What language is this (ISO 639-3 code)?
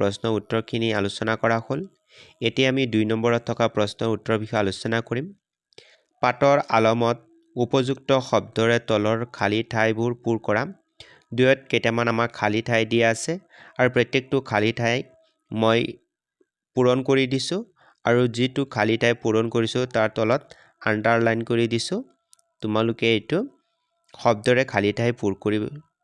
asm